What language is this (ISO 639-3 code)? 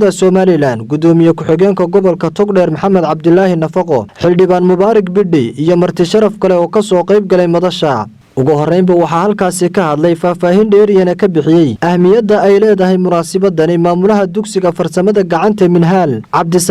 som